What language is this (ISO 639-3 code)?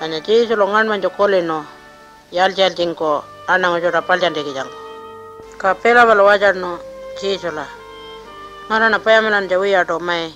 pjt